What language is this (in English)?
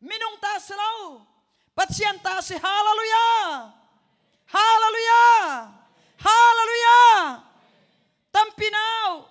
Hakha Chin